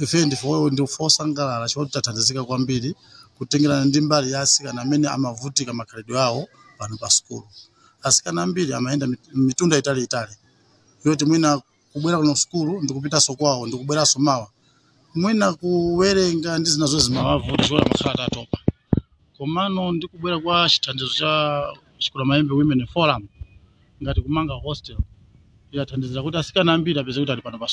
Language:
Nyanja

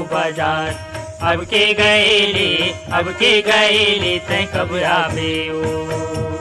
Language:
Chhattisgarhi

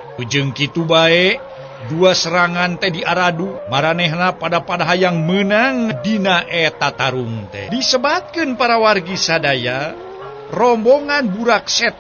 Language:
Sundanese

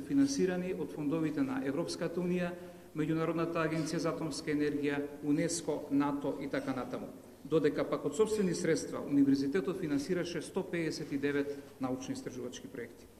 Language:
Macedonian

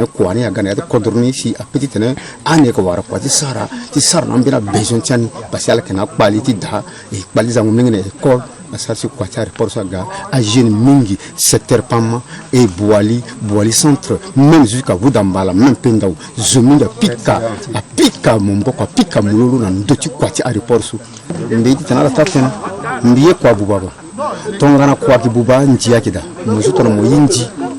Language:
Sango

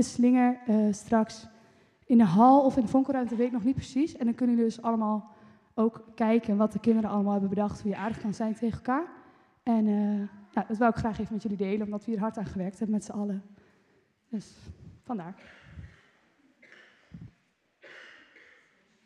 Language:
Dutch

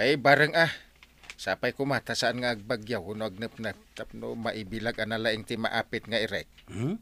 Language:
Iloko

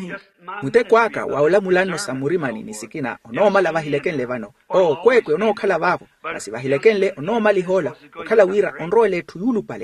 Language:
Makhuwa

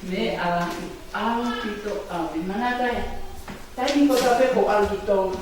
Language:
Tongan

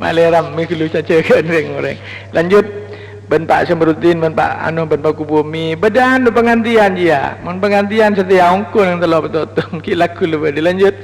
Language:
Madurese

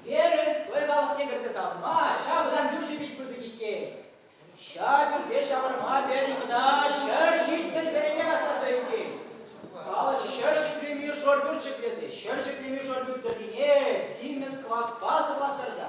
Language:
Chuvash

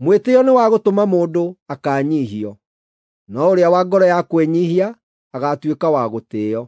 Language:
Kikuyu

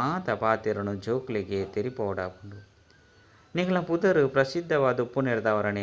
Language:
Tulu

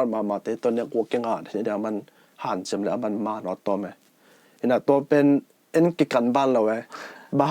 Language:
Tedim Chin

